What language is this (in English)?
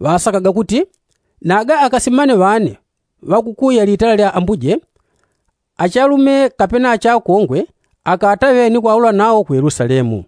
Yao